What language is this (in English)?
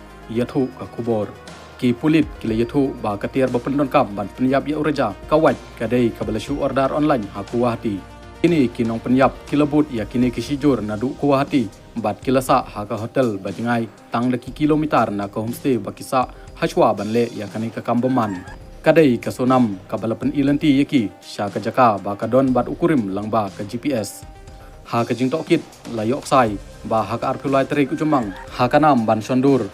Khasi